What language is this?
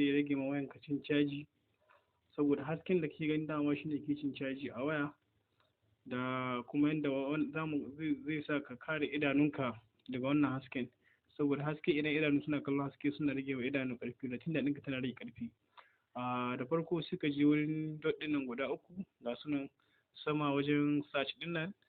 Hausa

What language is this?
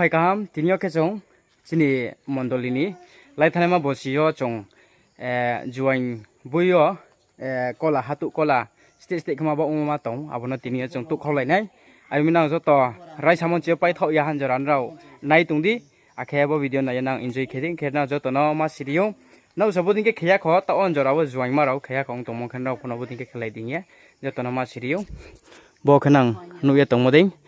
Riang (India)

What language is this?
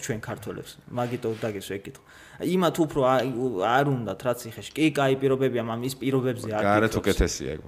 Georgian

